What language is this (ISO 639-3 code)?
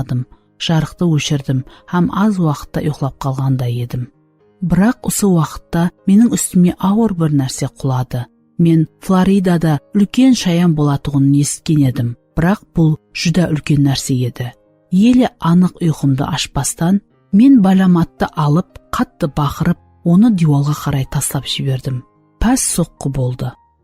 kaa